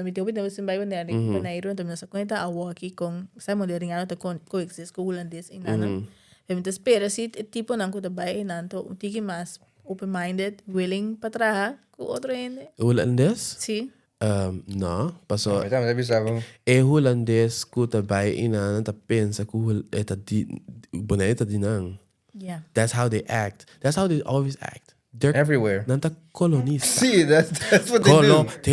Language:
Papiamento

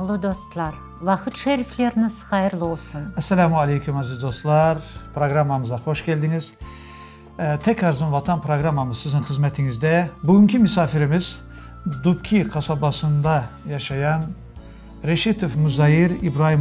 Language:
Crimean Tatar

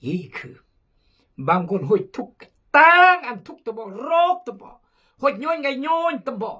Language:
Khmu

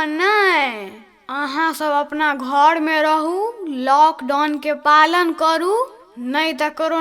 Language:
Maithili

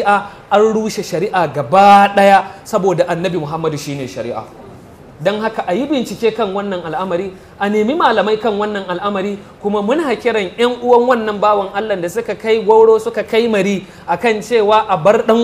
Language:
Hausa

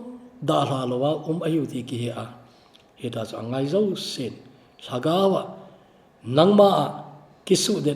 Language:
Thado Chin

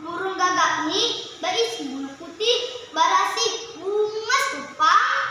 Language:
Banjar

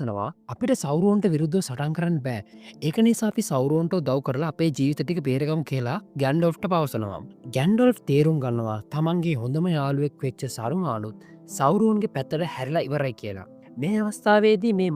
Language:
Sinhala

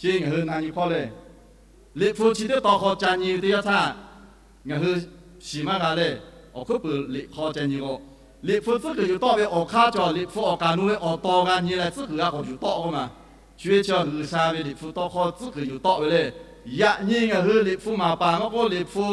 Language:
Lahu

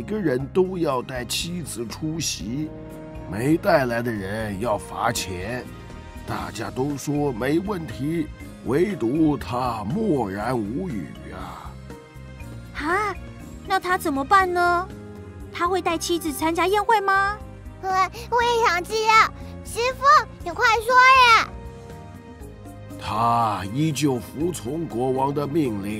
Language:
Chinese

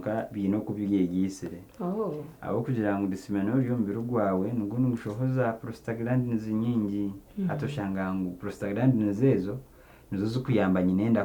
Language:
Nyankole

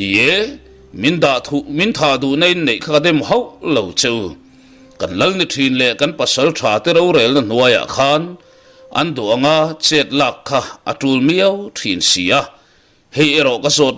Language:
Mizo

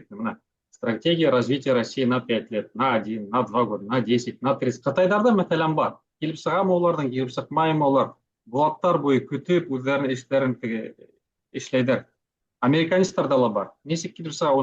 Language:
Bashkir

